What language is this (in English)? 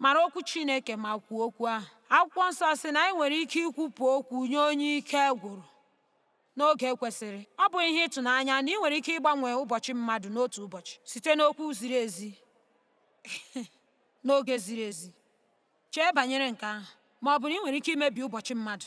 Igbo